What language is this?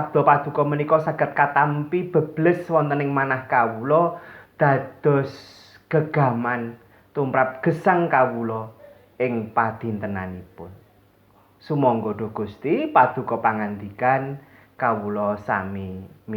Javanese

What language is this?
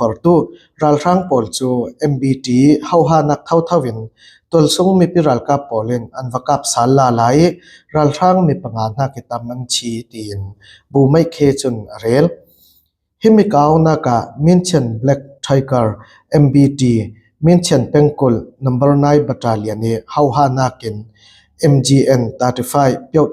Falam Chin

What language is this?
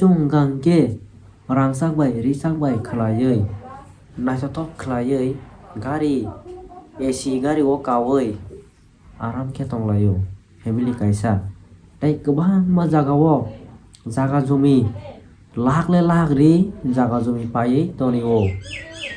Kok Borok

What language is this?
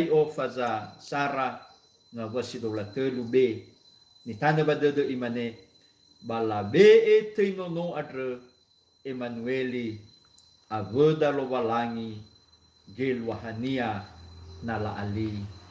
Nias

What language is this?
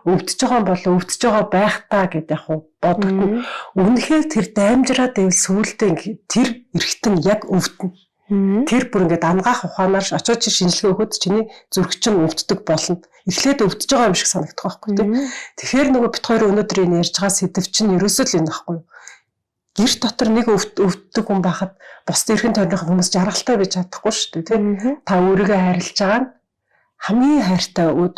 Mongolian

